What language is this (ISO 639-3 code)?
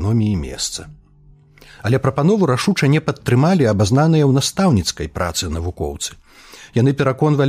bel